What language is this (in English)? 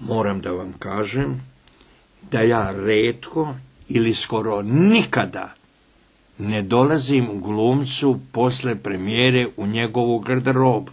Serbian